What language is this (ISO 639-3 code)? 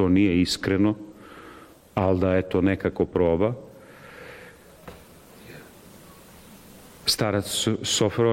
srp